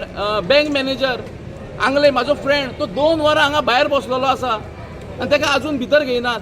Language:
Konkani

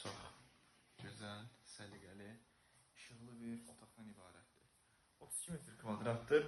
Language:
Azerbaijani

